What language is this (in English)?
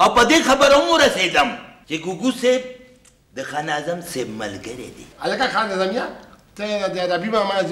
Pashto